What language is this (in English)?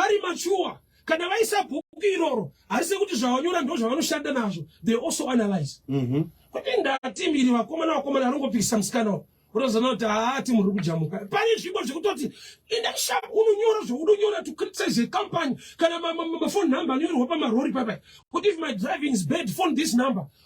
Shona